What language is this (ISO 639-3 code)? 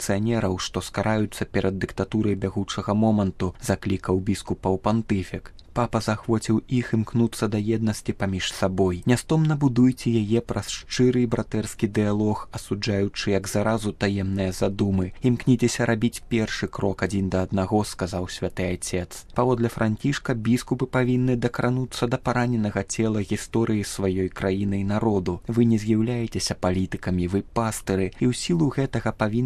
bel